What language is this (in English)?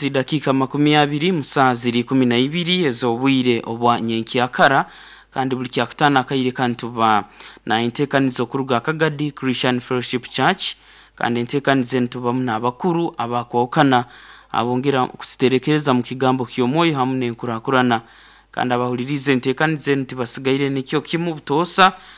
Nyoro